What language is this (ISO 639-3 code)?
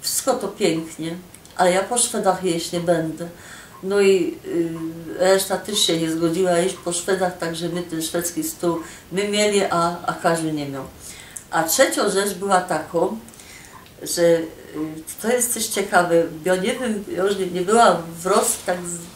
szl